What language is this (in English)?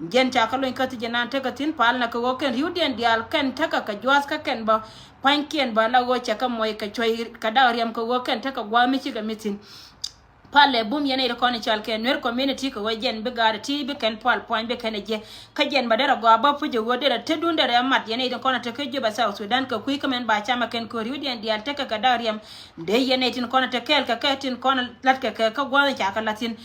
Nuer